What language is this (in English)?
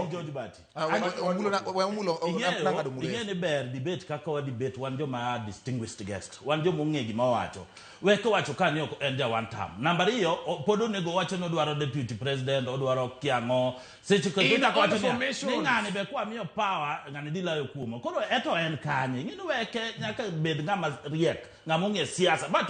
Luo (Kenya and Tanzania)